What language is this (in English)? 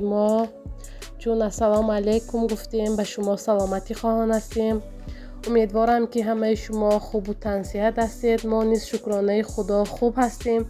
Tajik